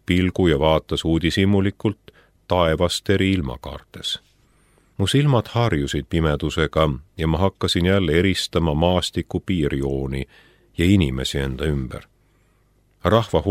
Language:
Estonian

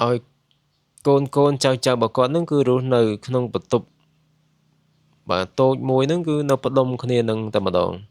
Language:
Khmer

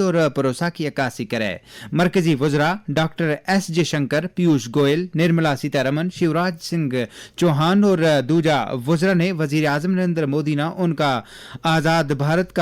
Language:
Gujari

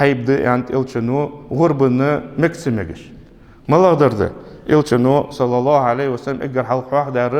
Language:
Ingush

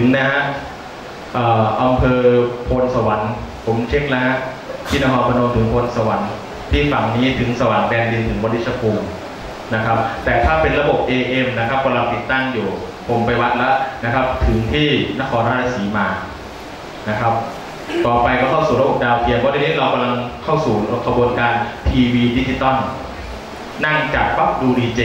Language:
Thai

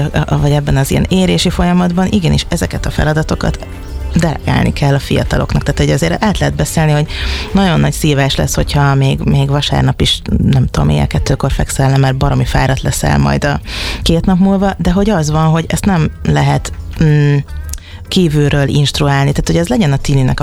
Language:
Hungarian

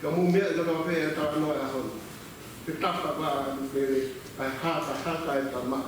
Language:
Tongan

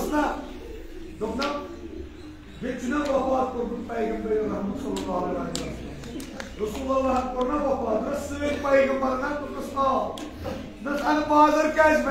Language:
Kashmiri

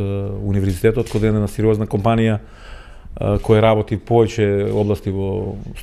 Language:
Macedonian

